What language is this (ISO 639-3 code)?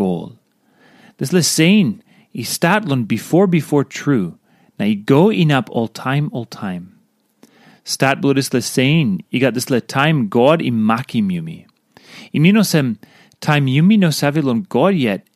tpi